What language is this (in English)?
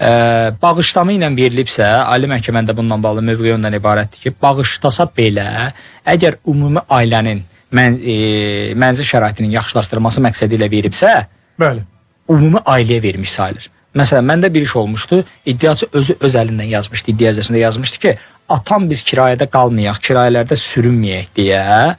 Azerbaijani